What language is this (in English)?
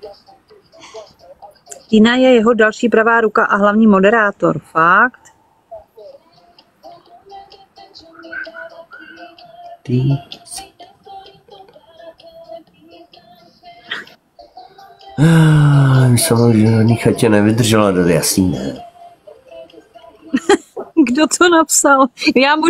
Czech